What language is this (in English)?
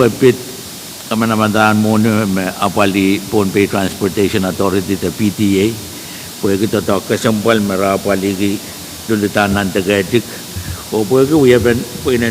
Pohnpeian